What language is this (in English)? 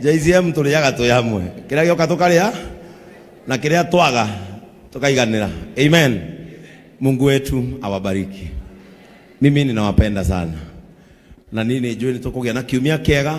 Kikuyu